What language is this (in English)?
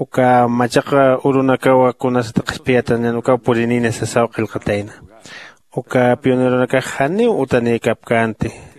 Aymara